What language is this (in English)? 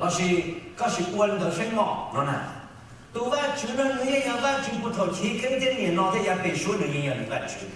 Hmong